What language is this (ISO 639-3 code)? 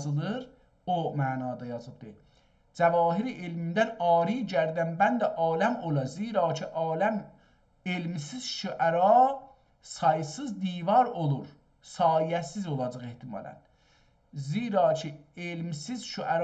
azb